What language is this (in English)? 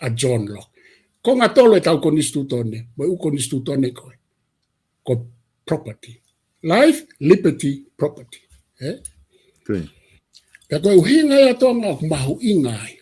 Tongan